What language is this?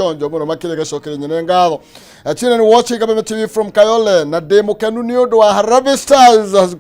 Kikuyu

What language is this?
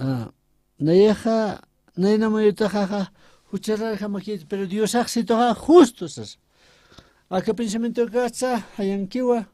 Aymara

